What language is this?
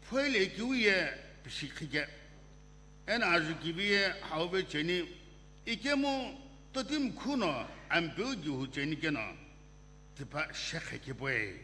Sumi Naga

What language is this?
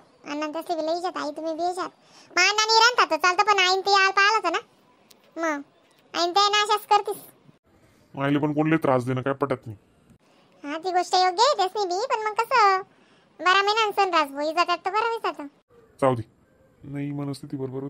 Khandesi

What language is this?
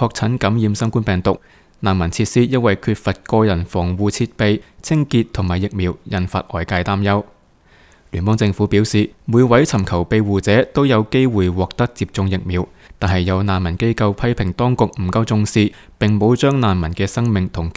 Cantonese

